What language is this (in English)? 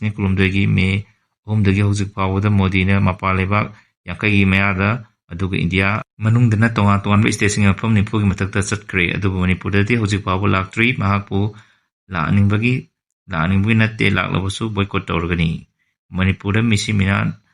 Manipuri